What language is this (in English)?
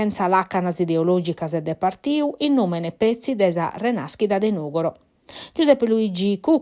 Sardinian